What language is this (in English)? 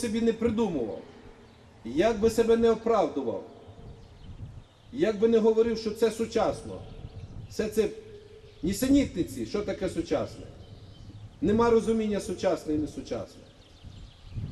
Ukrainian